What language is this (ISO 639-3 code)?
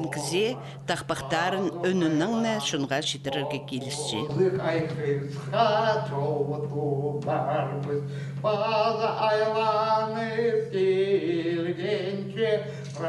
kjh